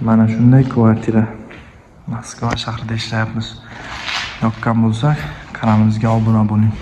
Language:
Uzbek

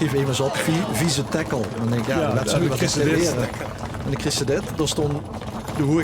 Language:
Limburgish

